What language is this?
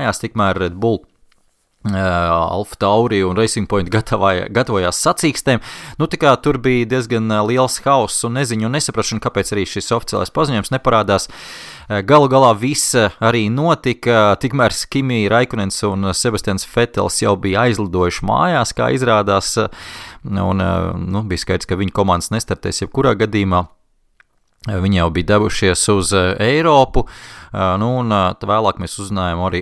Latvian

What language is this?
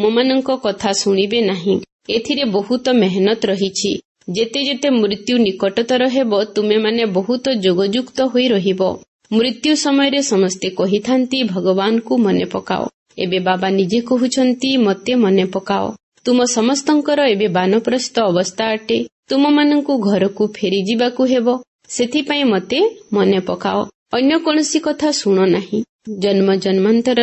Odia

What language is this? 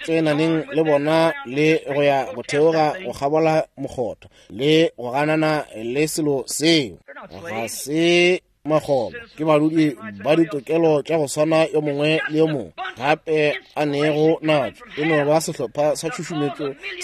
Northern Sotho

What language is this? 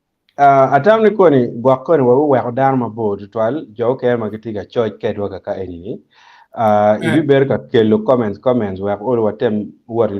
Acoli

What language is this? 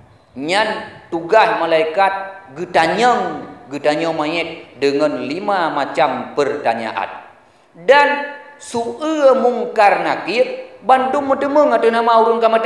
Achinese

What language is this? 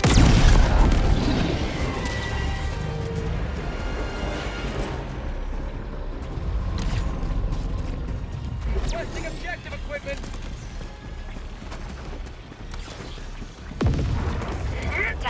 English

